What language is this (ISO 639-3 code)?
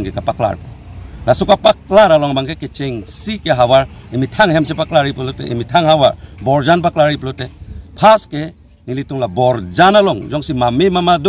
mjw